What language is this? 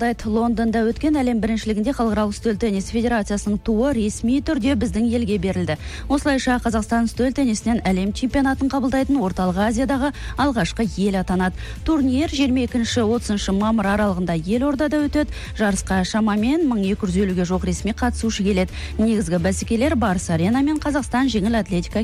Kazakh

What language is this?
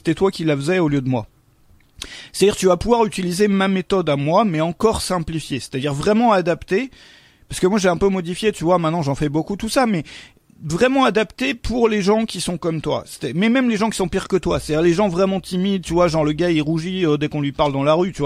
French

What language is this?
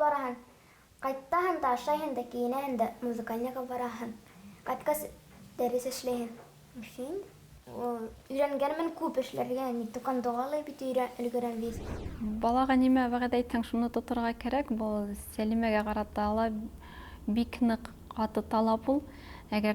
Bashkir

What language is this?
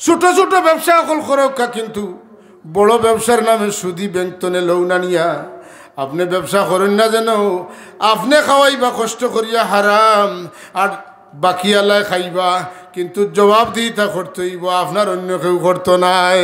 Sylheti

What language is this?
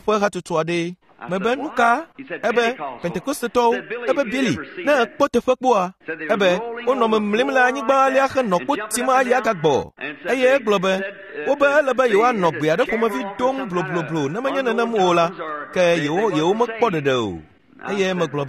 Ewe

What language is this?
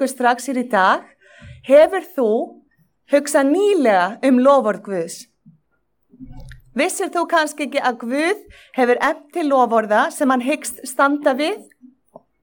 Icelandic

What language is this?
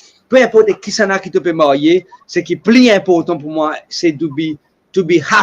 Morisyen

